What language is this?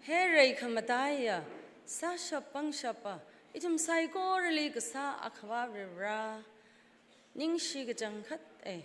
Tangkhul Naga (India)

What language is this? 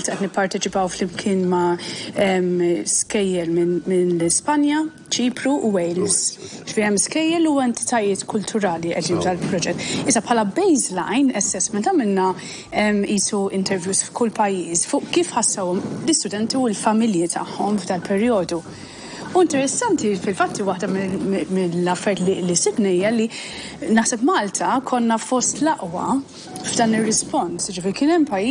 Maltese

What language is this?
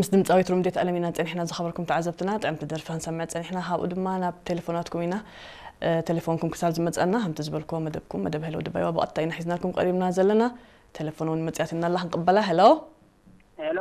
Tigrinya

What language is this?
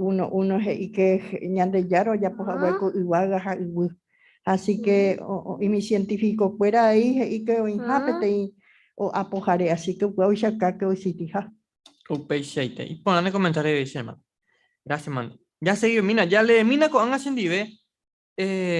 Guarani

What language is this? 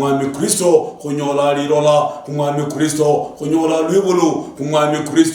Luyia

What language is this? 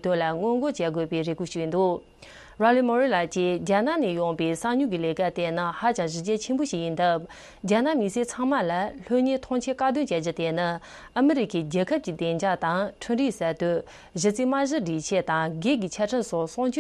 Tibetan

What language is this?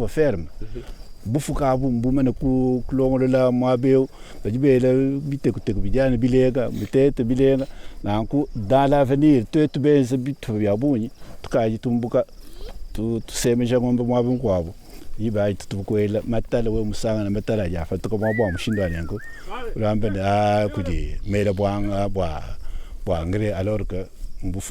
Luba-Lulua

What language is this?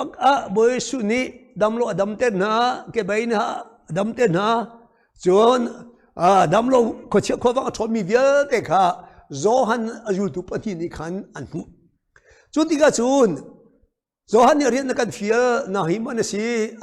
Hakha Chin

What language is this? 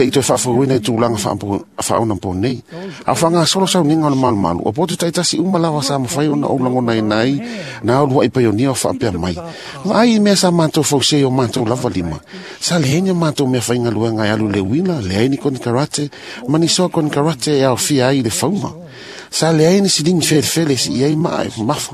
Samoan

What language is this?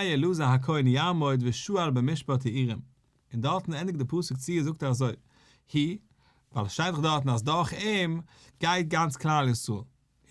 Yiddish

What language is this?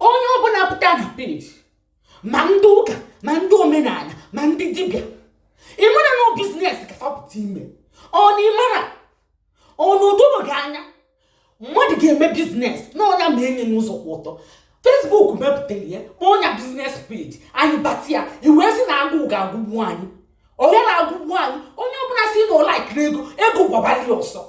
Igbo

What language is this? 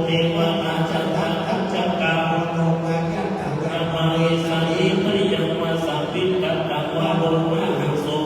Pali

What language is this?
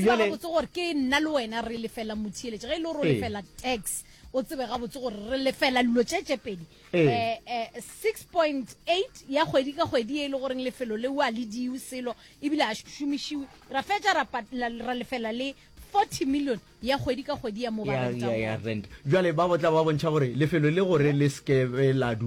Northern Sotho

